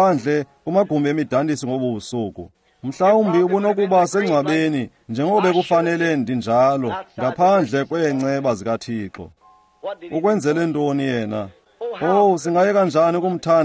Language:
Xhosa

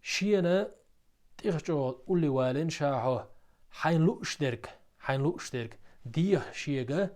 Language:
Chechen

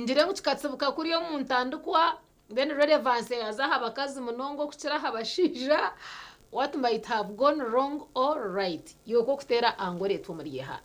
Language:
Nyankole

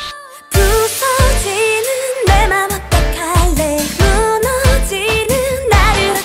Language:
Korean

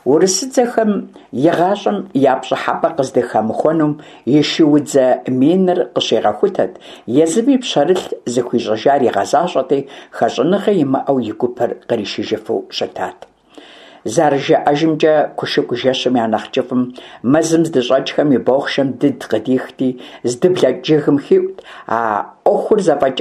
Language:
Kabardian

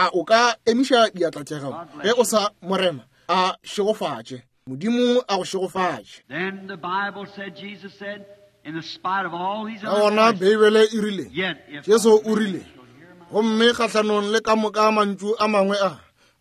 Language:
Northern Sotho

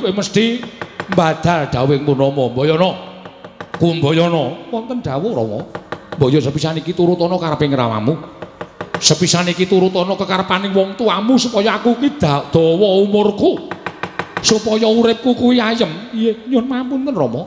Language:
Javanese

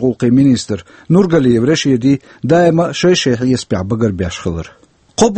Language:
Chechen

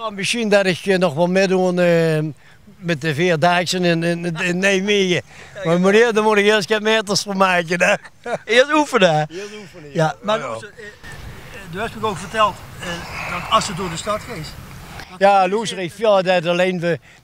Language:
Limburgish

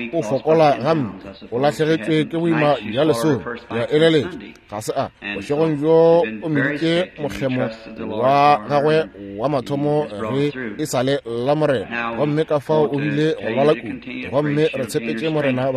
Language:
Northern Sotho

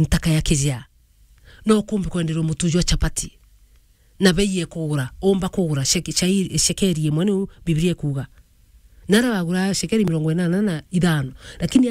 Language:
Meru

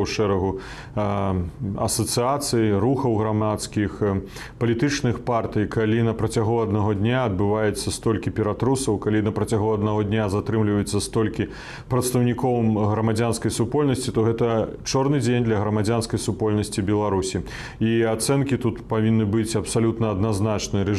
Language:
Belarusian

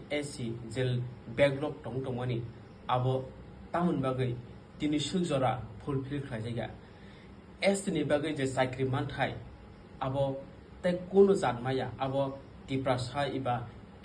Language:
Kok Borok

